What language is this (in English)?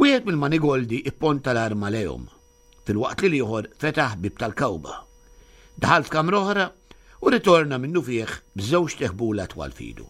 Maltese